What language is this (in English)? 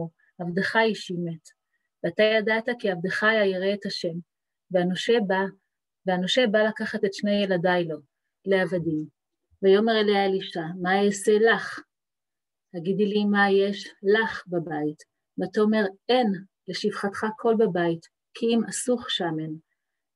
Hebrew